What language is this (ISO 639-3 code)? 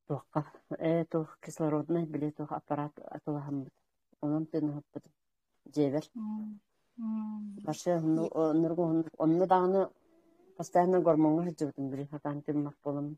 sah